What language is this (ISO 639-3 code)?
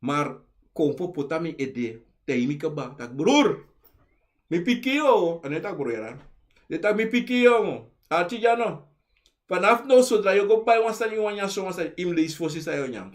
srn